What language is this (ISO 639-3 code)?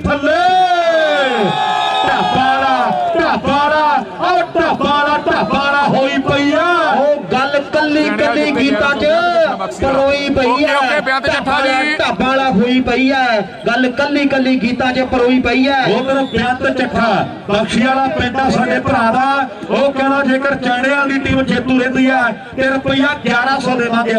pan